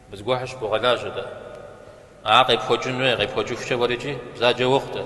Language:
Kabardian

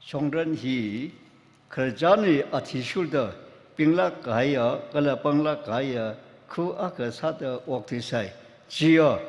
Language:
Tangkhul Naga (India)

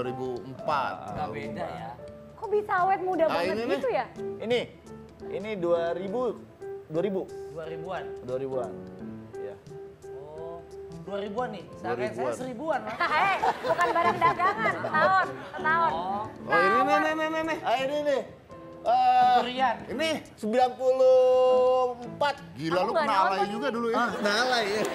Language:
Indonesian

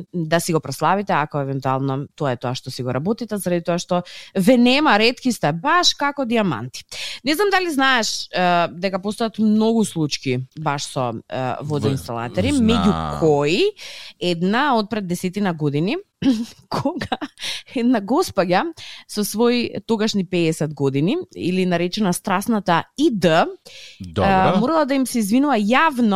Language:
Macedonian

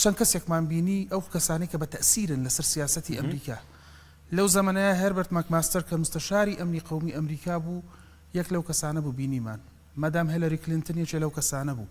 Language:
Central Kurdish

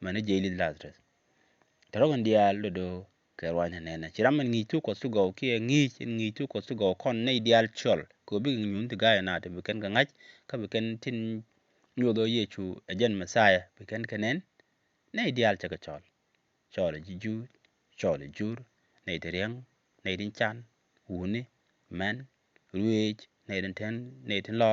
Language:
Nuer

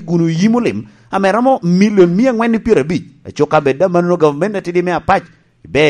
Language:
Lango (Uganda)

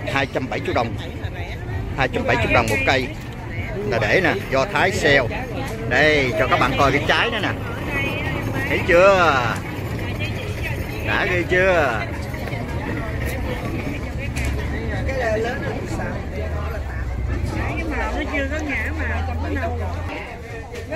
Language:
Vietnamese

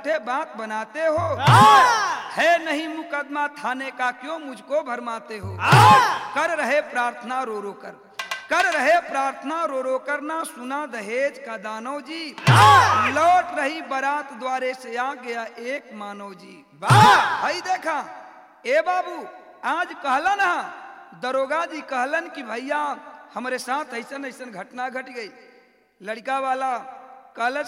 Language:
Bhojpuri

